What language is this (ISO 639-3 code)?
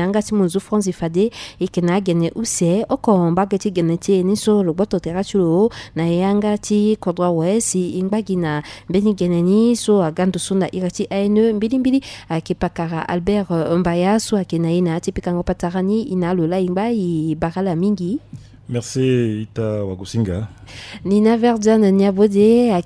sag